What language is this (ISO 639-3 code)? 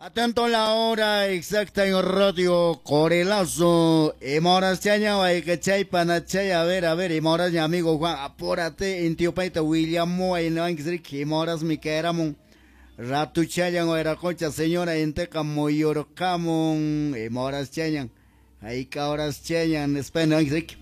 que